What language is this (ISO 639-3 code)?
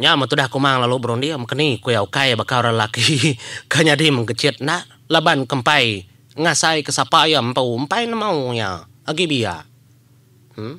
iba